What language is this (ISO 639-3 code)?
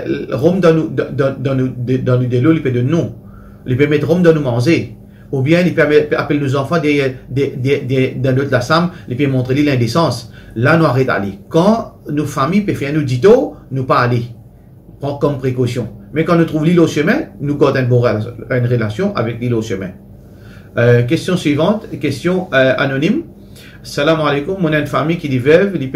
mfe